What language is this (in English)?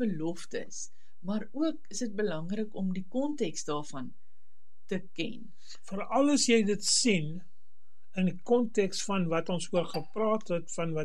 Afrikaans